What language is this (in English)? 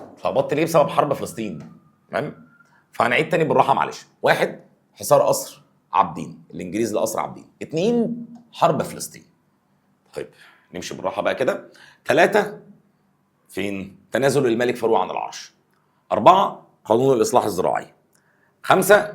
Egyptian Arabic